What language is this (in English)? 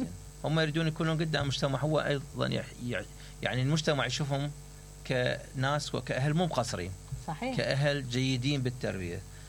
Mesopotamian Arabic